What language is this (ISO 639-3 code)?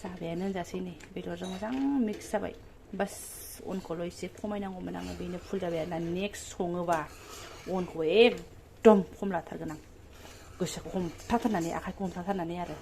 brx